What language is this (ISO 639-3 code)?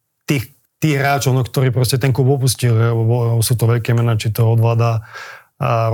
slk